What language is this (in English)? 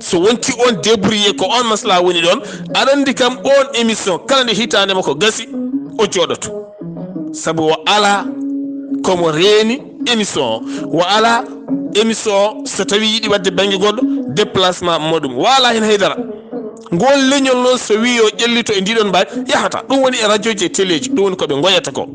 Fula